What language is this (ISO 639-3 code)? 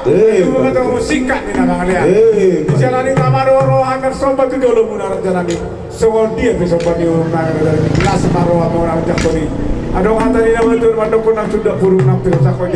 bbc